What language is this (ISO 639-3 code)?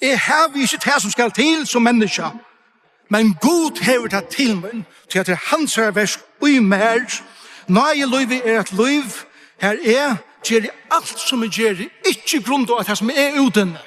fao